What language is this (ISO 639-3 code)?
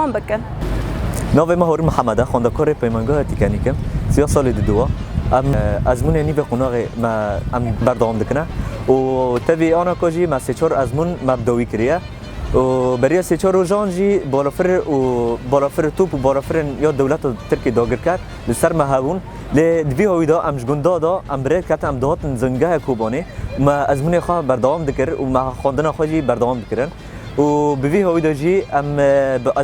kur